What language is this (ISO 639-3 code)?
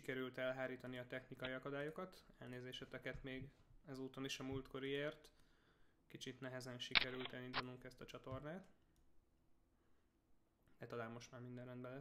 hun